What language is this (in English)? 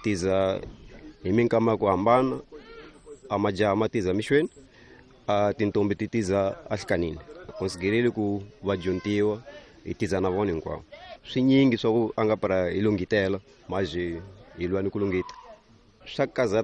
Tsonga